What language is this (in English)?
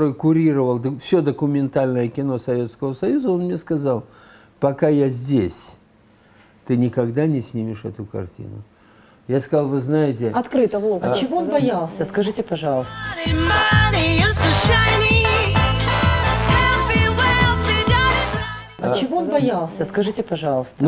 Russian